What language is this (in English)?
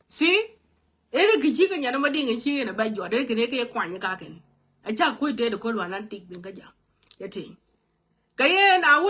Nuer